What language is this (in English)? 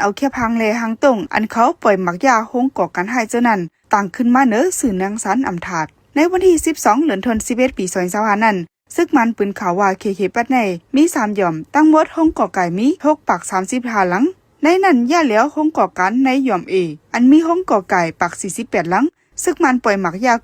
Shan